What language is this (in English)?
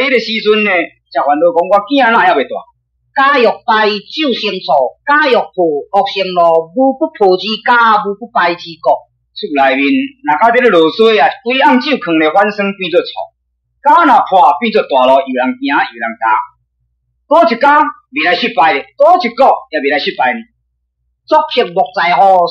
Min Nan Chinese